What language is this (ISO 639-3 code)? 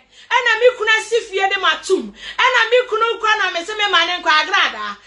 aka